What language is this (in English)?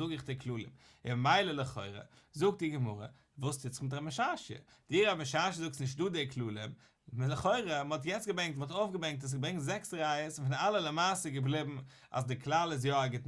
Yiddish